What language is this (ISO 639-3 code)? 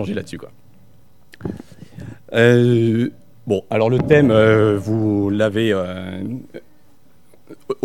fra